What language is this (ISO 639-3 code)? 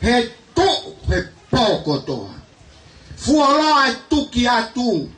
ton